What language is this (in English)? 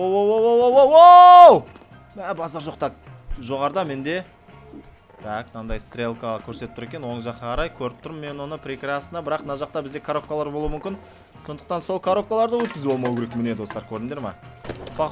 Kazakh